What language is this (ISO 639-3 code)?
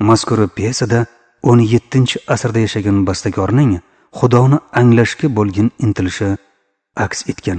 uzb